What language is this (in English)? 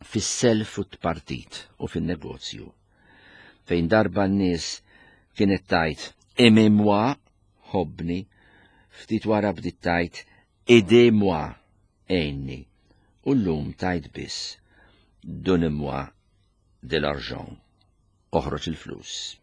Maltese